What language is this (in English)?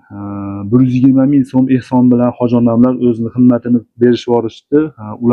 Uzbek